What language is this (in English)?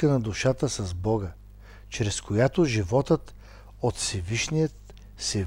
Bulgarian